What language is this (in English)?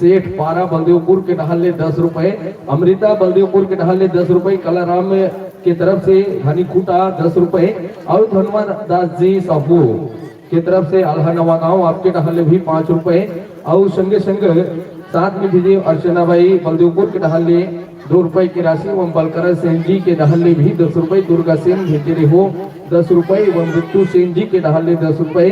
Chhattisgarhi